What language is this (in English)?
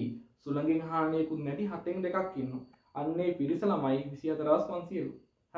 Sinhala